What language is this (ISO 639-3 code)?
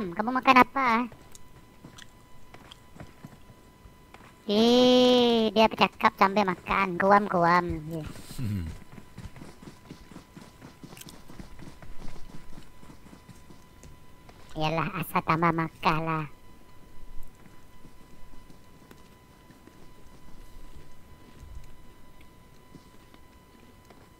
msa